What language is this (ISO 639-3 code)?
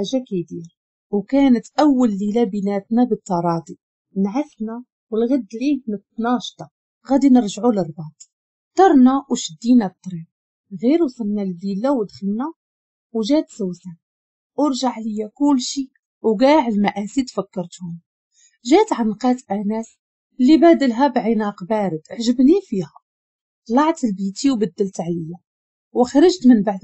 ary